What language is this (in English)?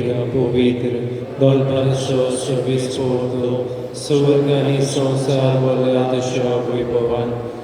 Konkani